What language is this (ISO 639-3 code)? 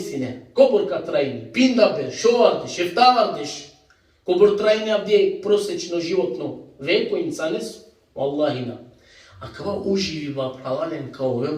rmn